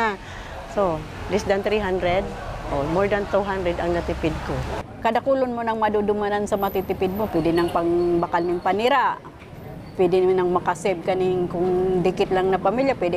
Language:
Bikol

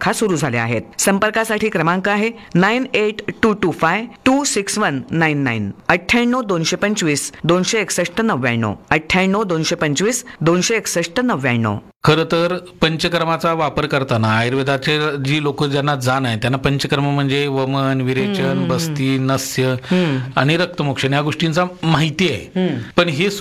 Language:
Marathi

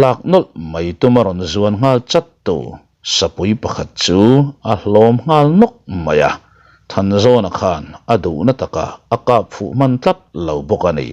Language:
Mizo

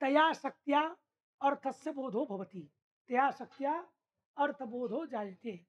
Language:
Sanskrit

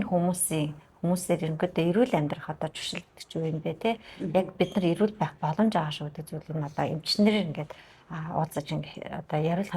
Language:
Mongolian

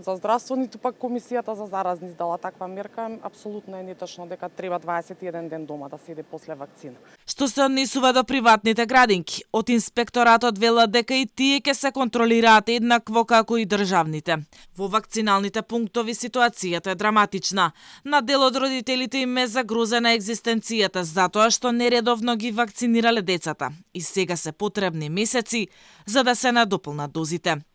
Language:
Macedonian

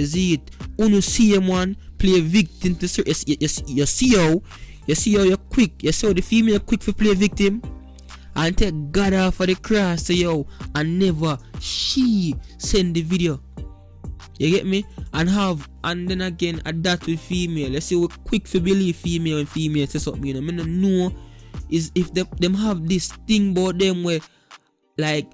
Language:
Jamaican Creole English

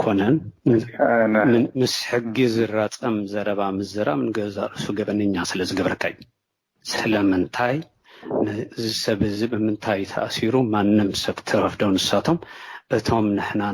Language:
Tigrinya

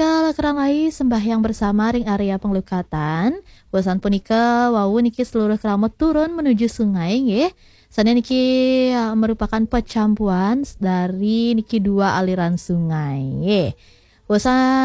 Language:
Balinese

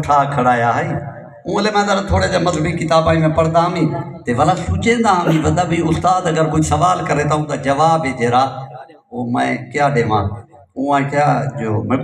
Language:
Saraiki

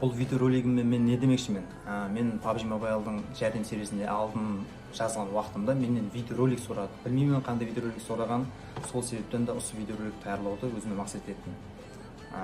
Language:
Kara-Kalpak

